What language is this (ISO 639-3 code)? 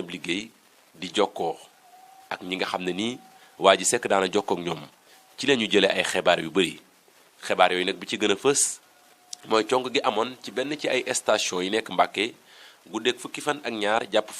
wol